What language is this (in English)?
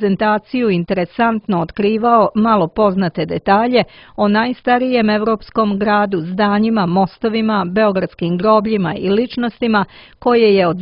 Serbian